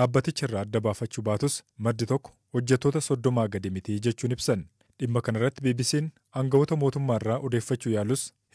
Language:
Oromo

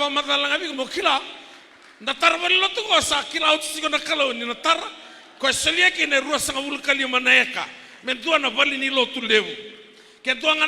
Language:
Fijian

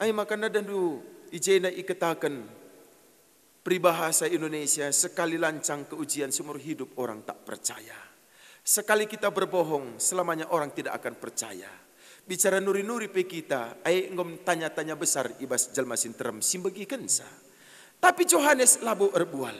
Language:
Batak Karo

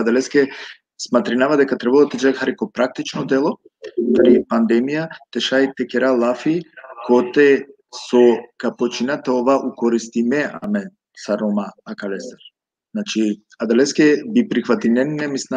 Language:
Balkan Romani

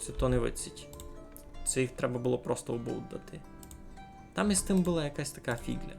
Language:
Rusyn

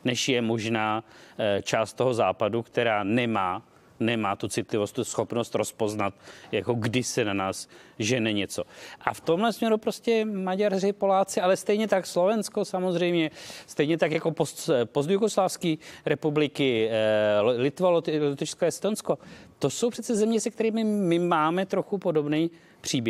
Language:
Czech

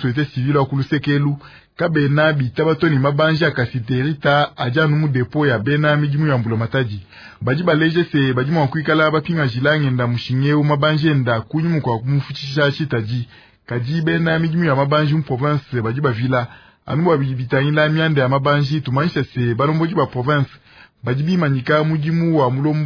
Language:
Luba-Lulua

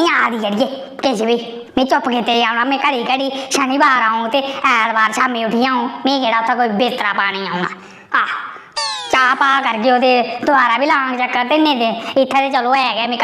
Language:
Dogri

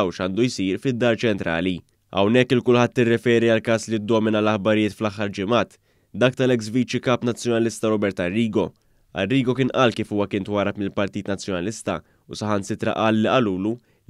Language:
Maltese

